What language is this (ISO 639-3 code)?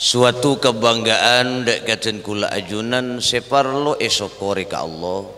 mad